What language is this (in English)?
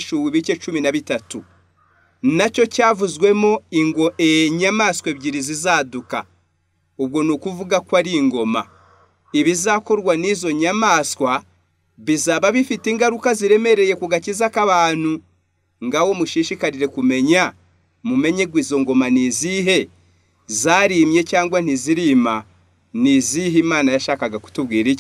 Kinyarwanda